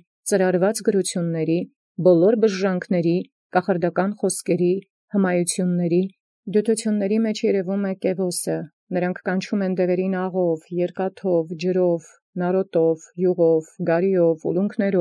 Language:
Armenian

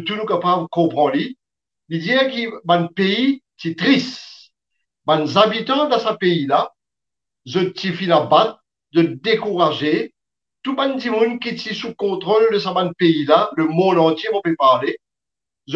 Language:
Morisyen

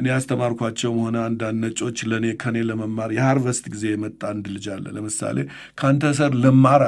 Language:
Amharic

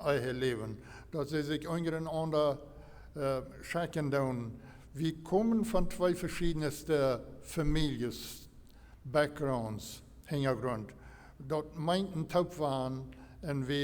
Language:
Plautdietsch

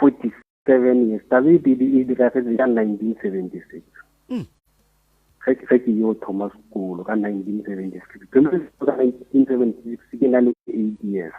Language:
Northern Sotho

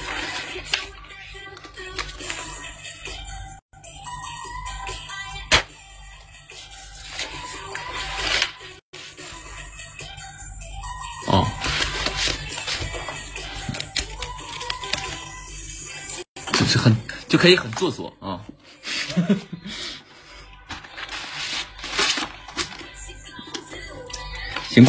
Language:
Chinese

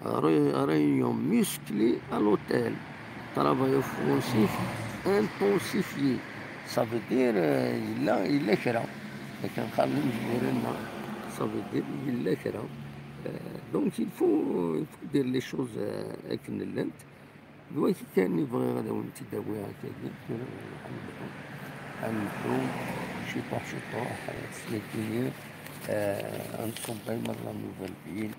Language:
Kabyle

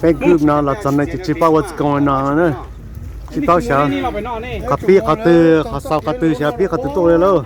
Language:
Hmong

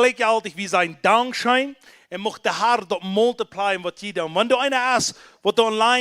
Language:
Plautdietsch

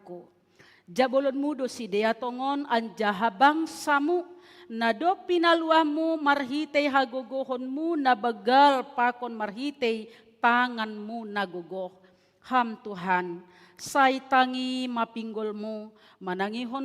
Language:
Batak Simalungun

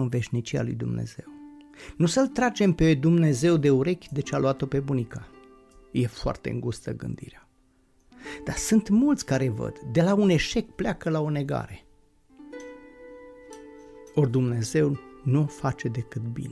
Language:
Romanian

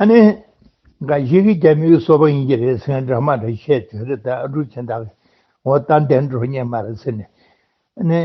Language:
Tibetan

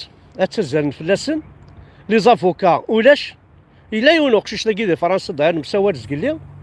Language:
Kabyle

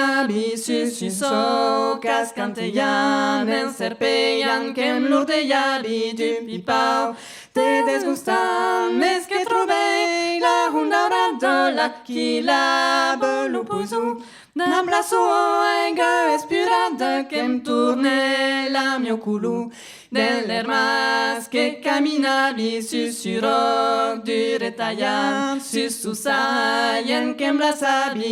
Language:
Occitan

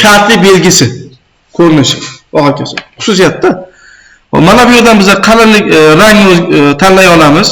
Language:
Uzbek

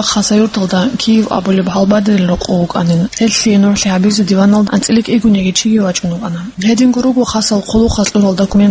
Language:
Avaric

